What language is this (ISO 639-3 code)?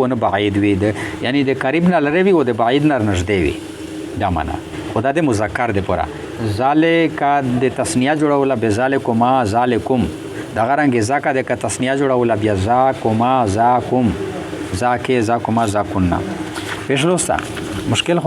pus